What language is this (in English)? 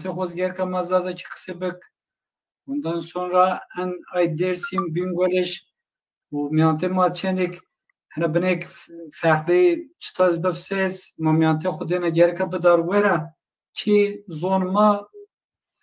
Zaza